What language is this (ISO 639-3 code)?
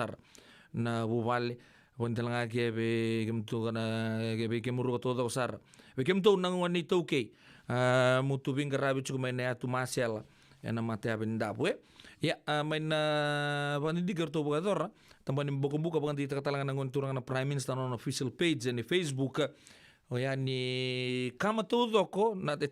fij